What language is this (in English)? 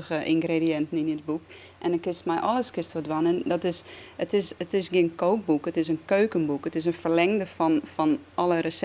Western Frisian